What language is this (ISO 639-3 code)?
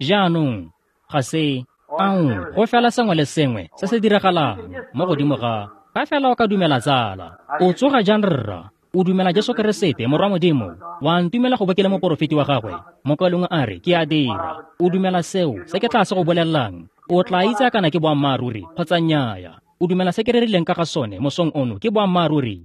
tsn